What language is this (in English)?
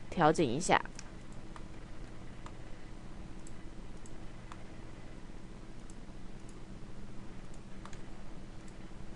Chinese